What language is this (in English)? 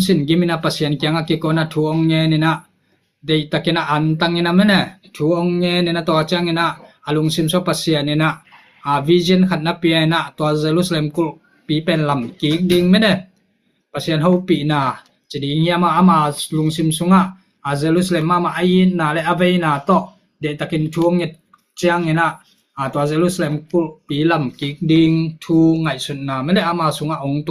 Tedim Chin